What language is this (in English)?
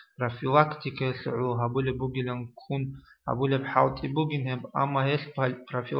Avaric